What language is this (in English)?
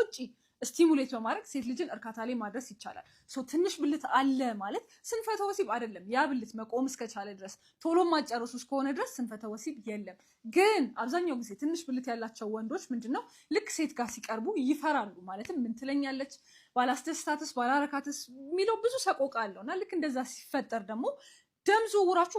Amharic